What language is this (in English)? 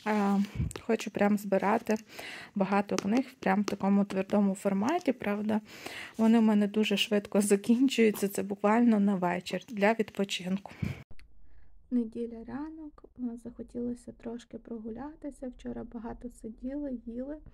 Ukrainian